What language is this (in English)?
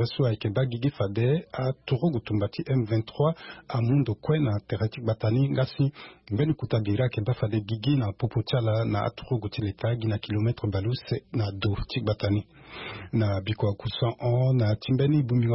Sango